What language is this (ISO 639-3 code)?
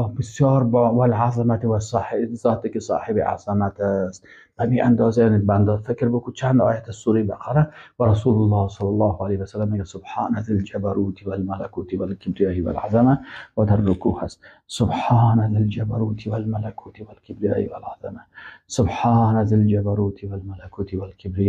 fas